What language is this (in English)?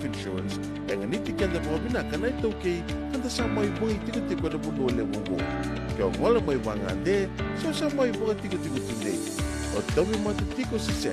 Fijian